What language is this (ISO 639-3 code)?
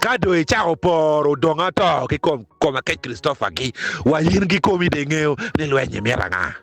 ach